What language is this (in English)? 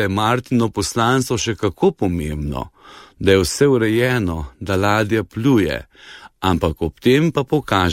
Slovenian